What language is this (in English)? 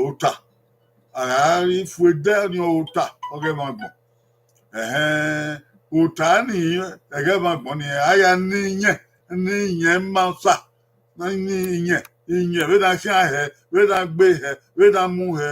Bini